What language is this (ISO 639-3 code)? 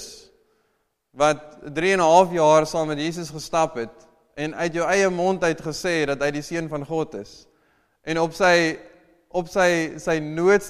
afr